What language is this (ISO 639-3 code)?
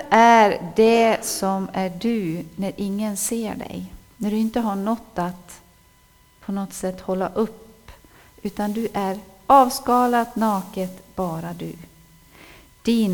swe